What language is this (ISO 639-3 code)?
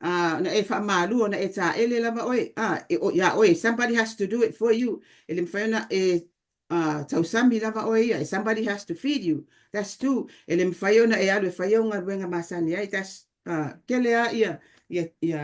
smo